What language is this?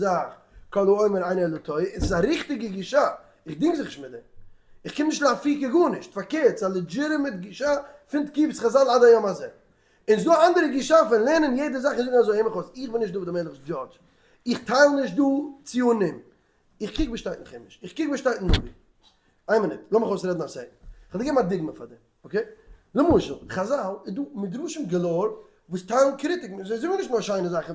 Yiddish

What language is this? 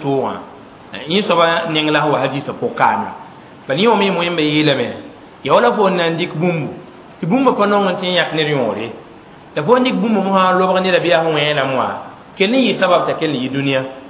Mossi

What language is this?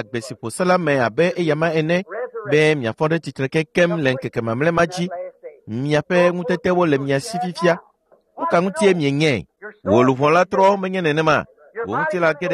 Ewe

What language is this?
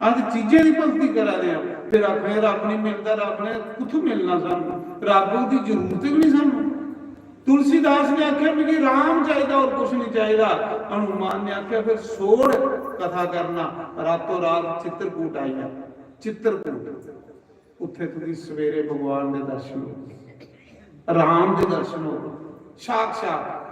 Dogri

